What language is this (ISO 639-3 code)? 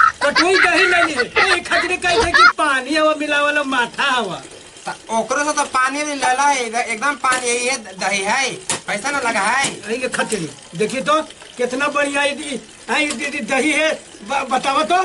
mag